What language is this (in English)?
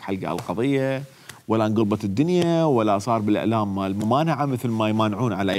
Mesopotamian Arabic